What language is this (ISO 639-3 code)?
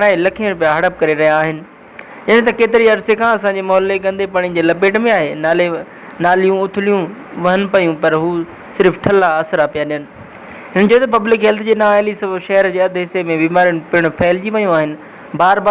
snd